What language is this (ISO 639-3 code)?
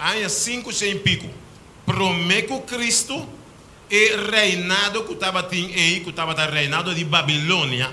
pap